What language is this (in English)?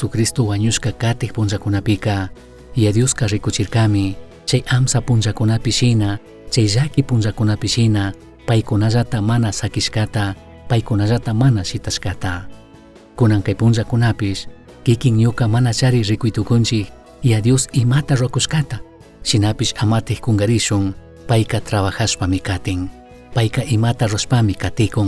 Chimborazo Highland Quichua